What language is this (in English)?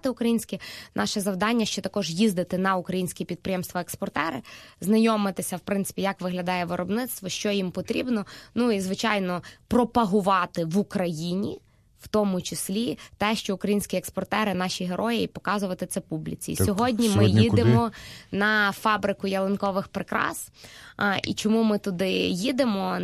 Ukrainian